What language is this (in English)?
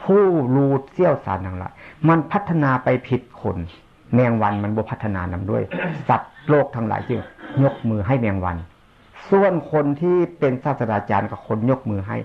Northeastern Thai